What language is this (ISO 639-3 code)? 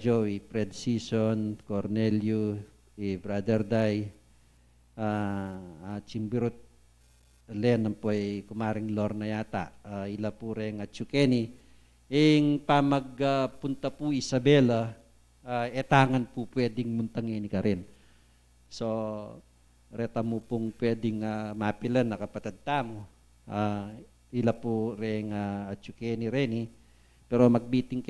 pam